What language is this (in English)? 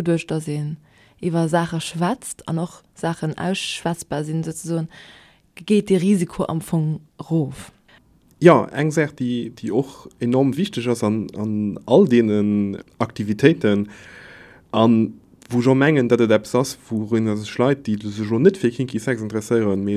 Luxembourgish